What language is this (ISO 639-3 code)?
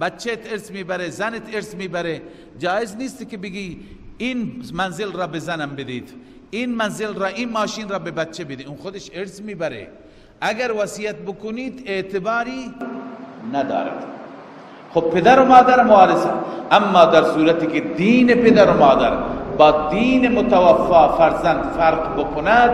fas